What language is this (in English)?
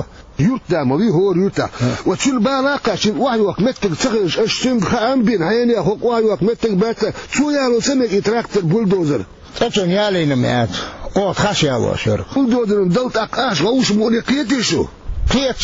Chechen